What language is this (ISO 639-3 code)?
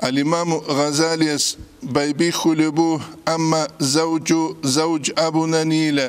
ava